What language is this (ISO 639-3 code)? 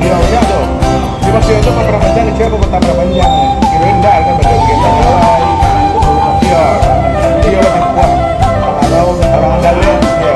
min